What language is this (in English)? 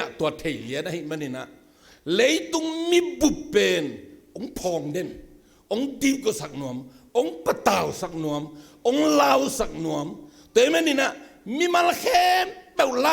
Tedim Chin